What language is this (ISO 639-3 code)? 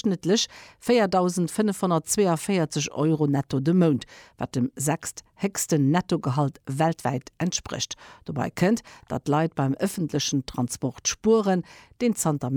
ltz